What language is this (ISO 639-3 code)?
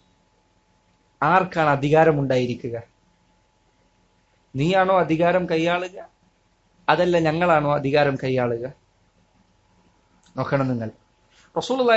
mal